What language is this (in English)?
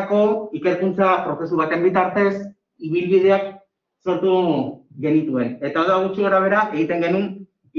Basque